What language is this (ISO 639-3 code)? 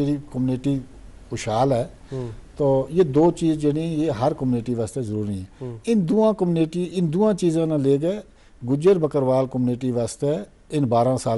gju